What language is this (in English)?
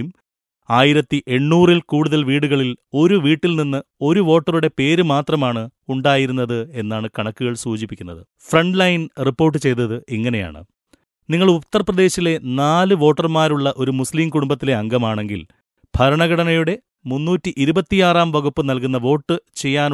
Malayalam